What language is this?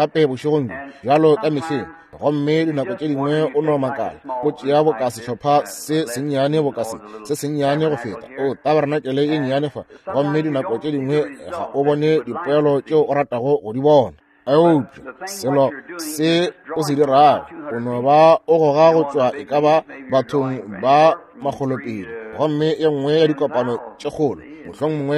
Northern Sotho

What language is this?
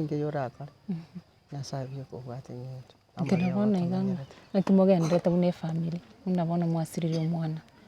Gusii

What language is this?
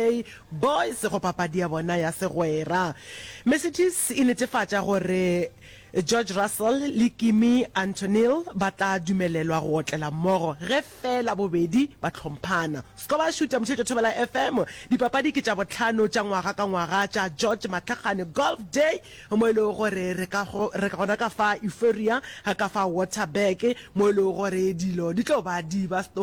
Northern Sotho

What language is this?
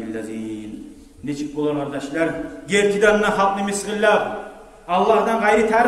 Kumyk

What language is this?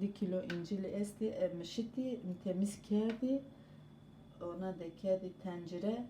Zaza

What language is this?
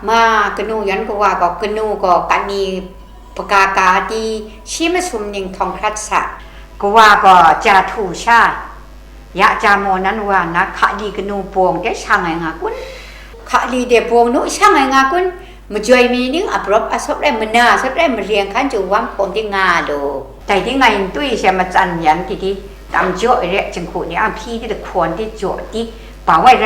Kachin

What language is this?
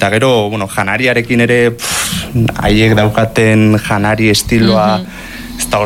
Basque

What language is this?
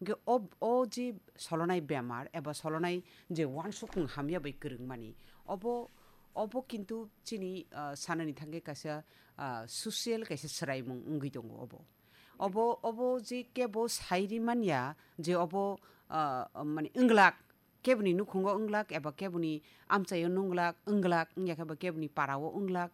Kok Borok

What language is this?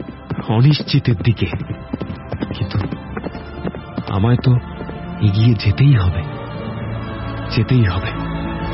Bangla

